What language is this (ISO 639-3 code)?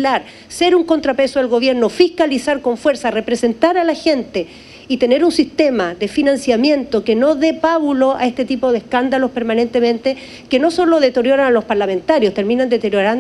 spa